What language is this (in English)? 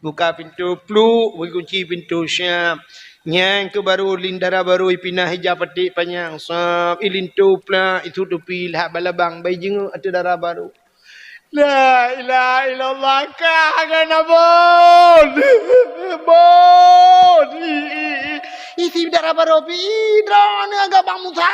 Achinese